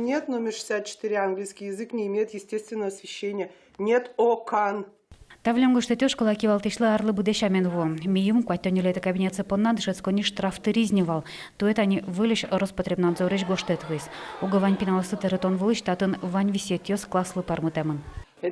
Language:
Udmurt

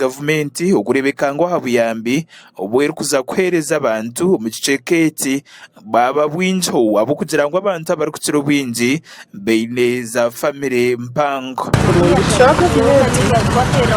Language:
Nyankole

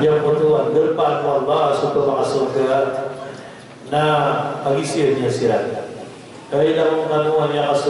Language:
Maranao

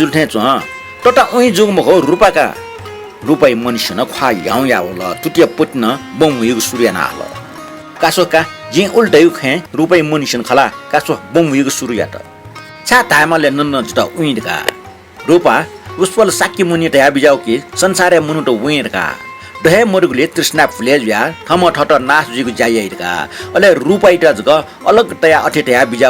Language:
Newari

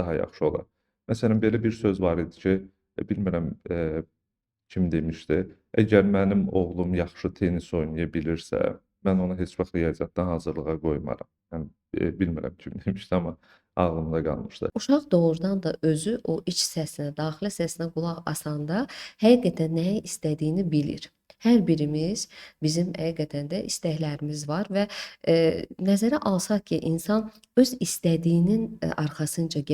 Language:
Azerbaijani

